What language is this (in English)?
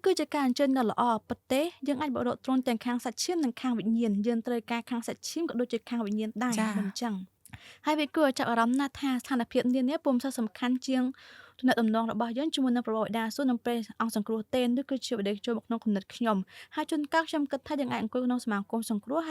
Khmer